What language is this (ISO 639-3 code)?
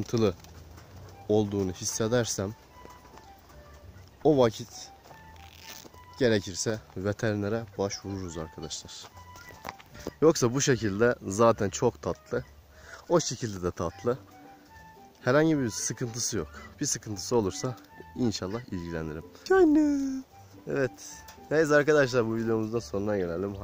tur